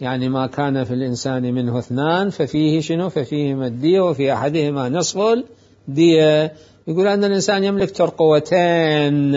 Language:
Mesopotamian Arabic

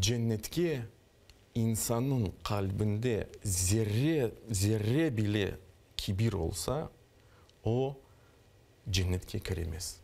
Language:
Crimean Tatar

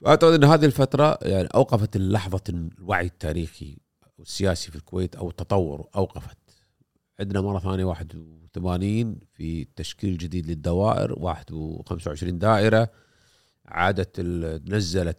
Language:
Gulf Arabic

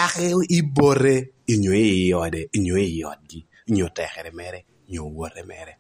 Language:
Lango (Uganda)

